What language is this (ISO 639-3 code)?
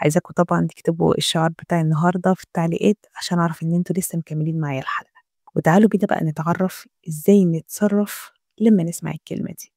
arz